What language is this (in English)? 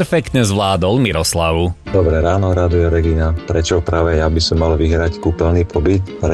Slovak